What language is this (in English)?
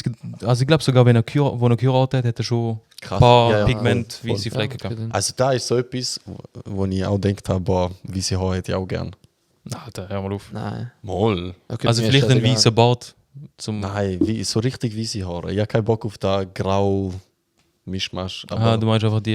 Swiss German